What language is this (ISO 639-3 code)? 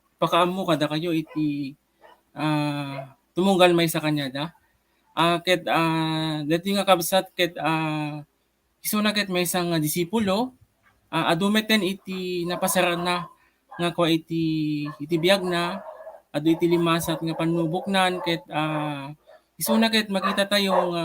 ilo